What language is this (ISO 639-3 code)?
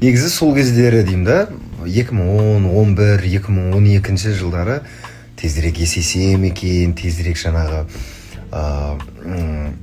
kaz